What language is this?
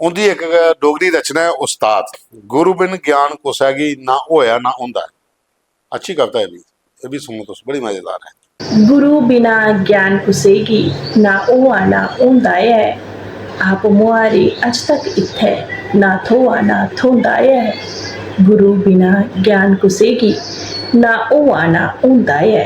Dogri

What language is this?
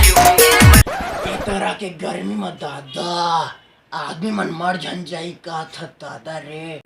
Chhattisgarhi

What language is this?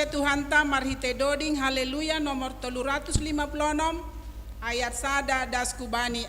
Batak Simalungun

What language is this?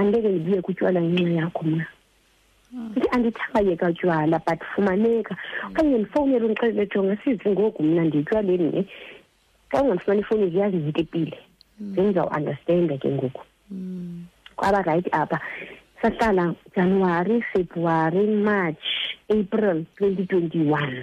Xhosa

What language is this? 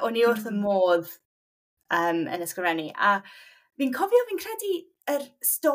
Welsh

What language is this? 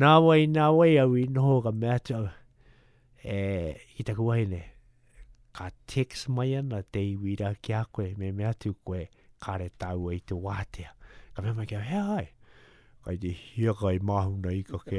Māori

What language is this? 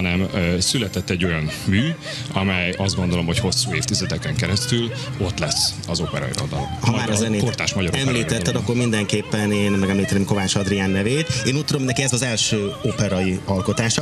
Hungarian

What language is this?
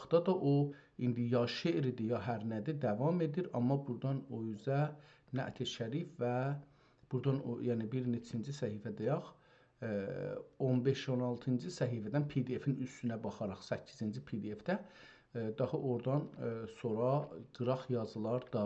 South Azerbaijani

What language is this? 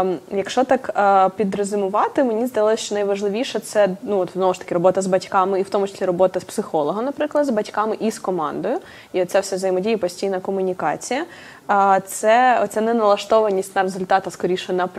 Ukrainian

